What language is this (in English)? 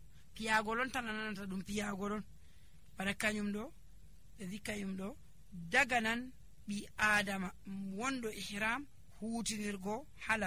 Nigerian Fulfulde